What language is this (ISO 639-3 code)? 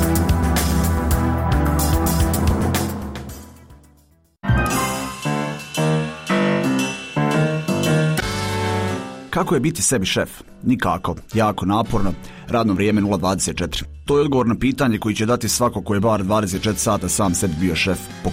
bos